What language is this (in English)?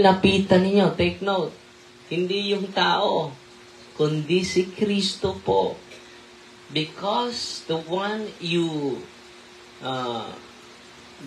Filipino